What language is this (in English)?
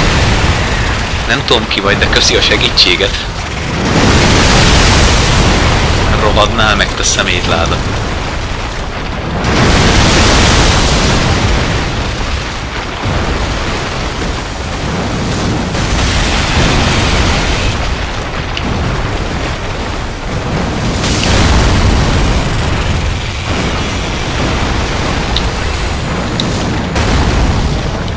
Hungarian